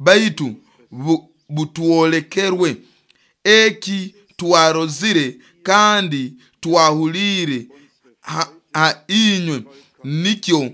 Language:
Nyoro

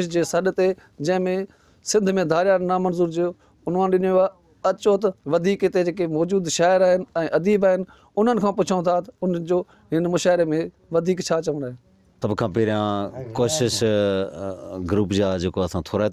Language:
Sindhi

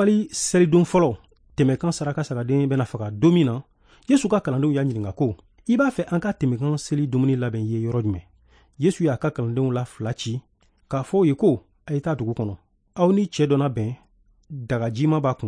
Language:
Bambara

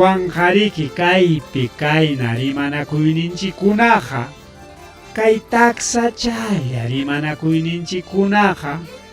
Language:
Ayacucho Quechua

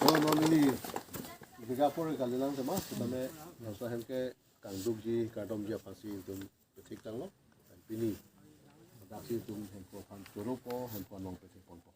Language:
Karbi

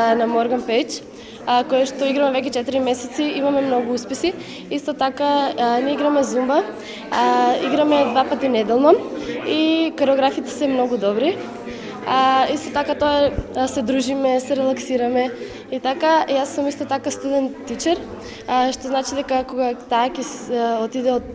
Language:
Macedonian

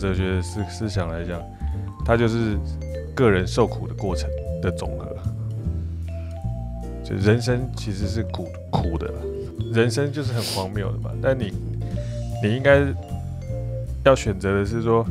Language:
Chinese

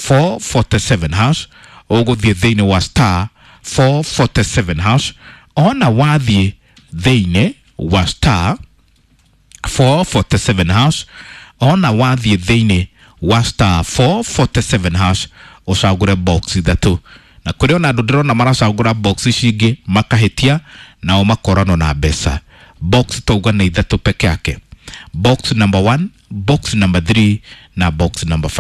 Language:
Kikuyu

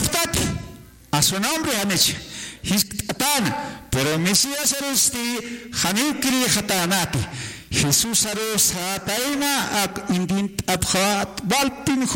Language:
Aymara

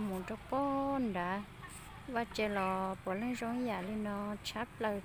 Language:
Hmong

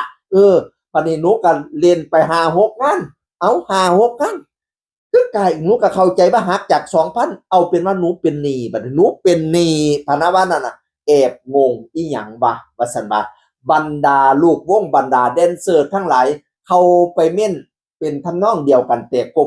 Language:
Northeastern Thai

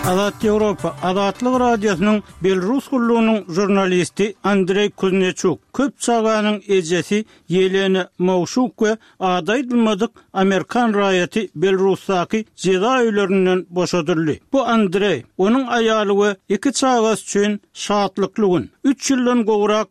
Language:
Turkmen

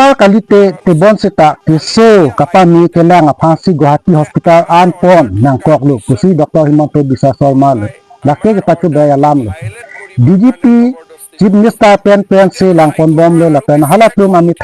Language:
Karbi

